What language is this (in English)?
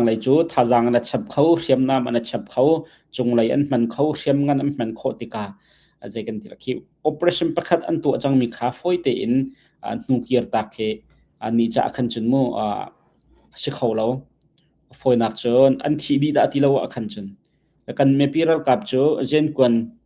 Hakha Chin